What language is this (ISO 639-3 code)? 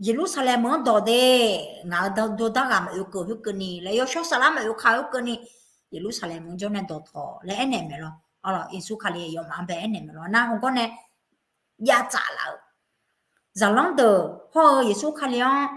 ahk